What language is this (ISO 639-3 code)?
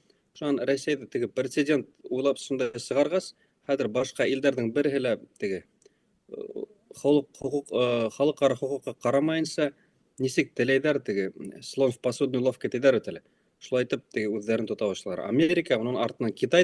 bak